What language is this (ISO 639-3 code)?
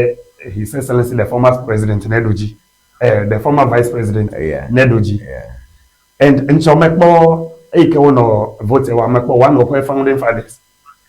ewe